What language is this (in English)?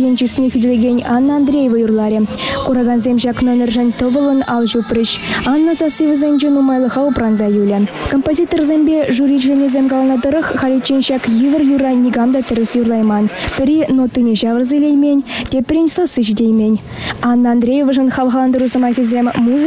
Chuvash